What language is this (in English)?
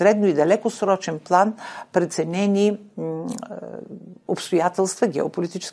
Bulgarian